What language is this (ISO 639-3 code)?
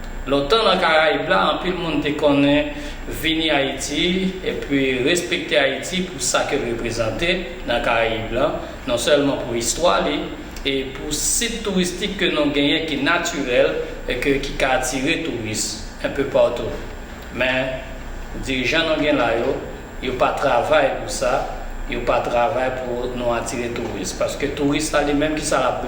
hat